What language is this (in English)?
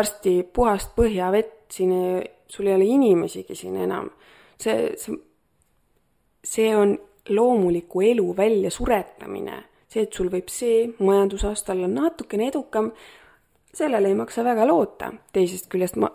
Estonian